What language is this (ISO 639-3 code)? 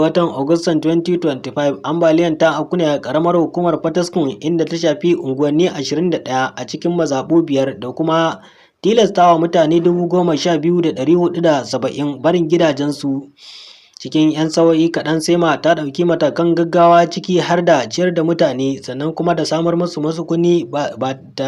hau